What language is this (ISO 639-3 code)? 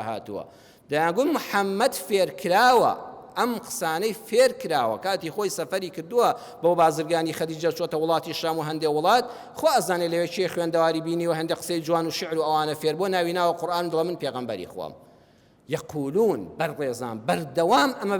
ckb